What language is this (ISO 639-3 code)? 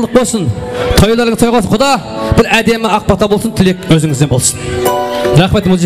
kaa